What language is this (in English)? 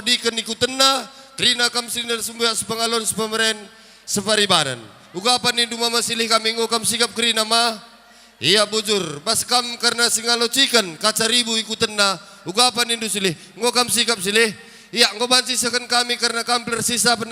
Batak Karo